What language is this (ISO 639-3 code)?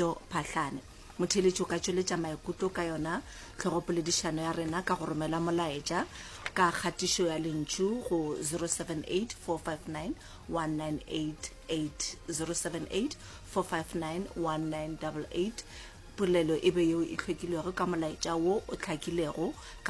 nso